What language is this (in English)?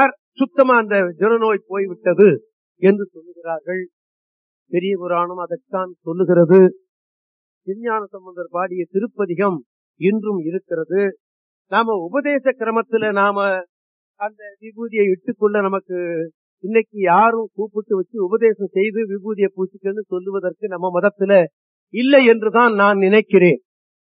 Tamil